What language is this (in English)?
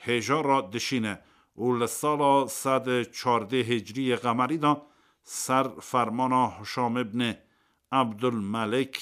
Kurdish